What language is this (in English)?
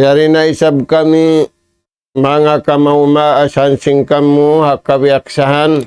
Tausug